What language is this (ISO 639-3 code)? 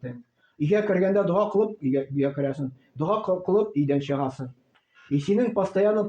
tat